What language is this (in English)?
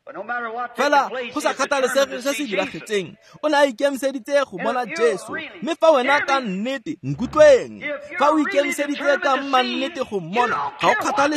Tswana